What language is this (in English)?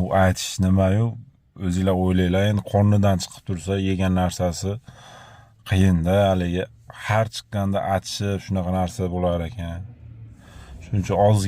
Uzbek